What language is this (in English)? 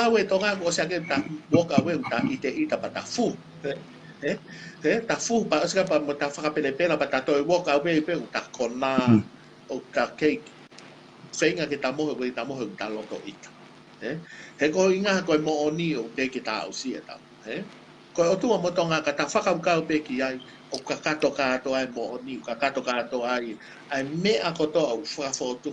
Tongan